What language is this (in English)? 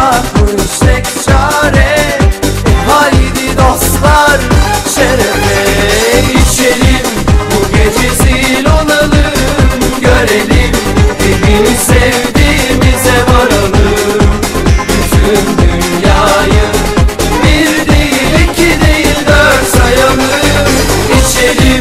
Turkish